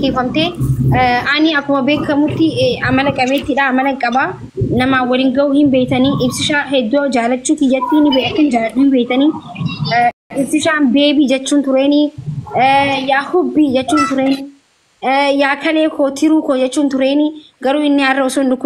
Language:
Oromo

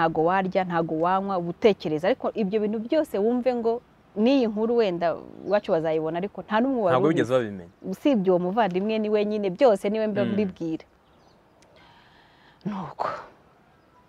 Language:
Kinyarwanda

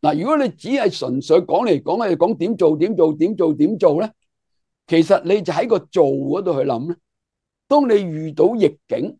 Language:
Cantonese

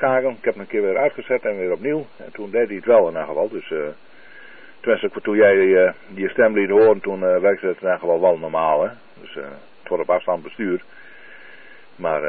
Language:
Dutch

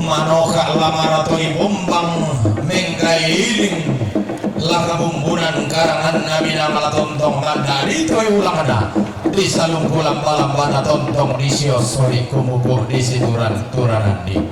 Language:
Toraja-Sa'dan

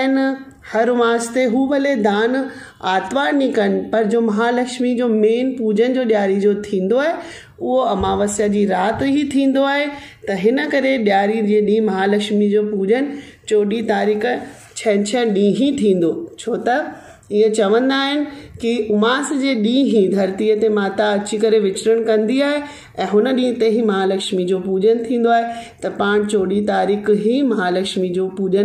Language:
Sindhi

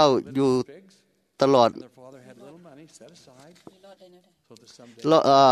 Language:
Thai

